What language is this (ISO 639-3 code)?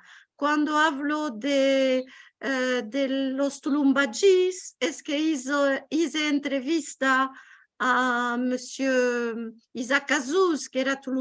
lad